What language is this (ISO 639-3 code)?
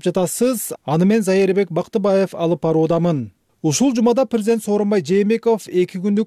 kir